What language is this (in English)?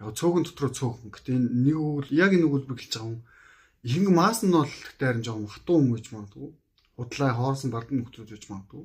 Mongolian